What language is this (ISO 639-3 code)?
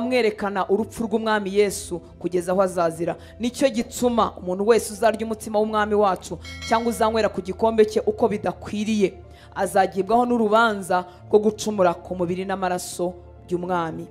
kin